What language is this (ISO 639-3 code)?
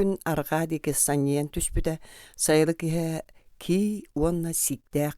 sah